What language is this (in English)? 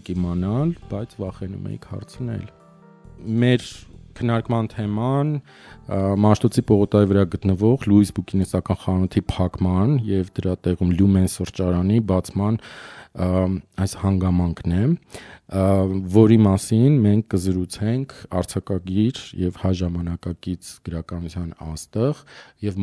Armenian